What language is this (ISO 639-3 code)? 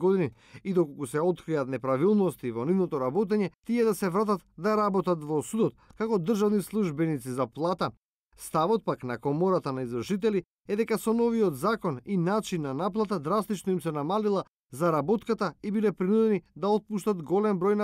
mkd